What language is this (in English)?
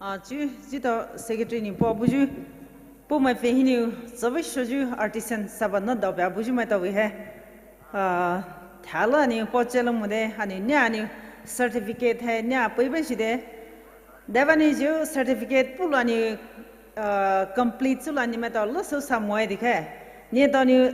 Poumei Naga